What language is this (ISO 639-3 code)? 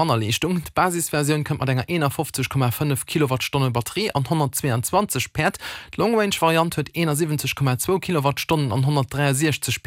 ltz